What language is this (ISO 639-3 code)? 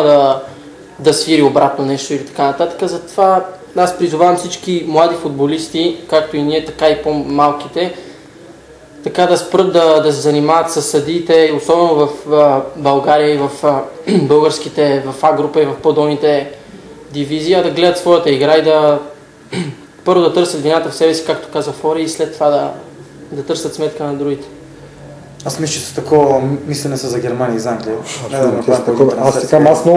bul